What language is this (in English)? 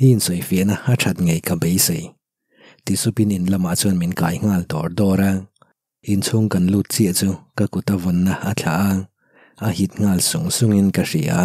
Mizo